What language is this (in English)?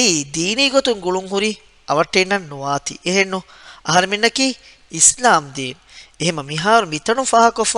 Divehi